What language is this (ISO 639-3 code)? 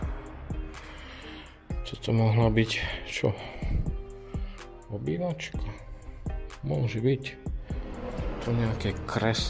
slk